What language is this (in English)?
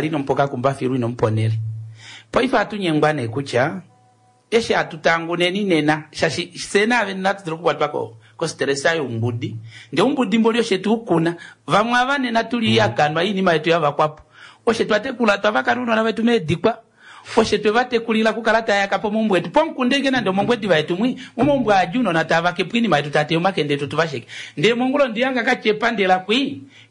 Kuanyama